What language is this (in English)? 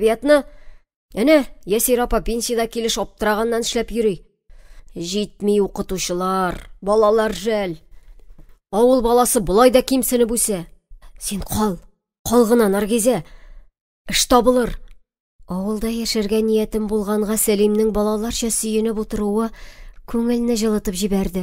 Tatar